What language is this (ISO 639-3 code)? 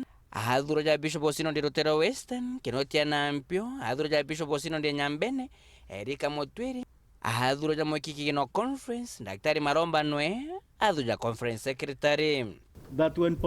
mer